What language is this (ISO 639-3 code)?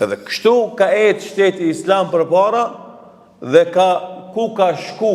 sqi